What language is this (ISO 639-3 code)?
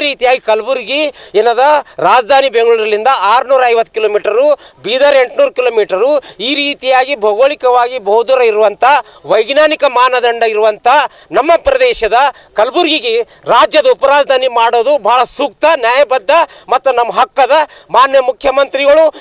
kan